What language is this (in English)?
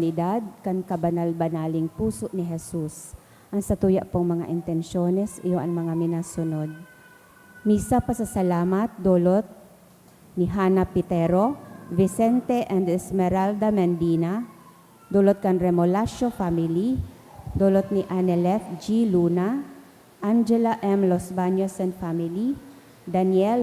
Bikol